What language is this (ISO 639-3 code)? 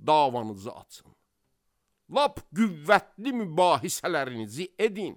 aze